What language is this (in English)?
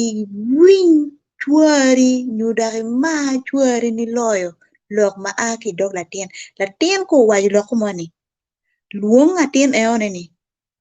Acoli